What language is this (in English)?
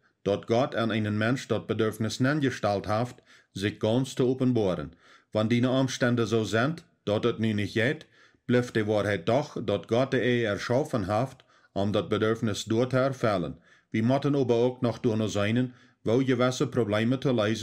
Plautdietsch